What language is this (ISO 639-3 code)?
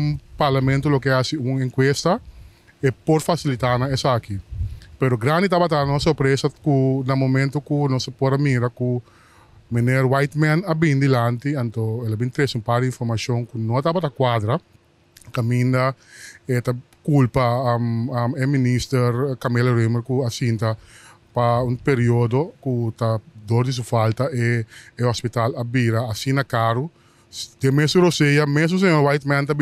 pap